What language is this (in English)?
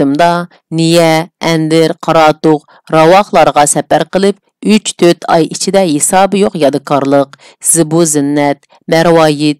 Uyghur